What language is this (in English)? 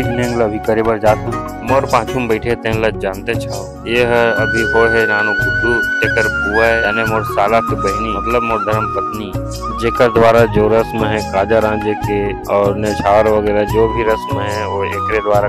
Chhattisgarhi